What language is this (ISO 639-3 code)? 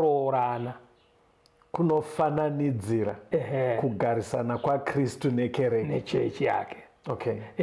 sna